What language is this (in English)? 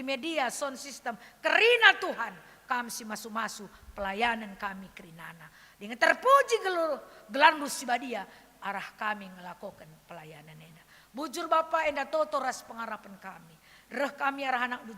Batak Karo